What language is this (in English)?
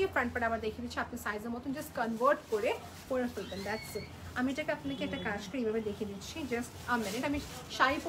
Bangla